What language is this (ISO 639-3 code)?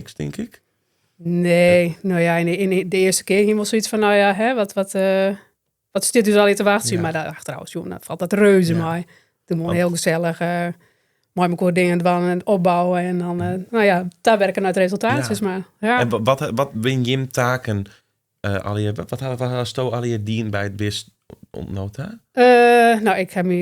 fry